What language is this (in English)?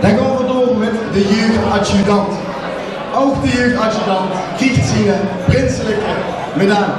Limburgish